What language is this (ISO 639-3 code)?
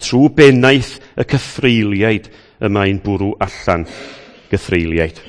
cym